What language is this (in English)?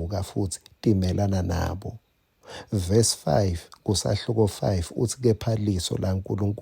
Swati